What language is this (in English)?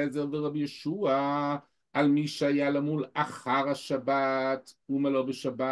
Hebrew